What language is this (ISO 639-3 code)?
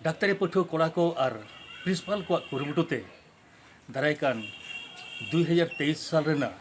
sat